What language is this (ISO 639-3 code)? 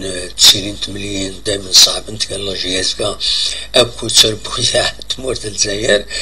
kab